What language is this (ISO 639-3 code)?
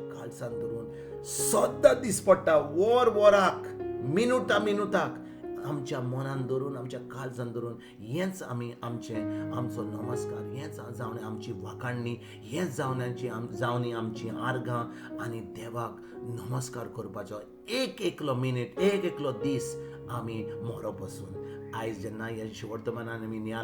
kok